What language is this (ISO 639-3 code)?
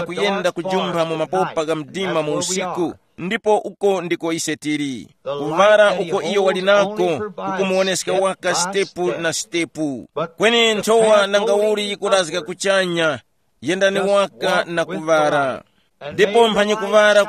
tum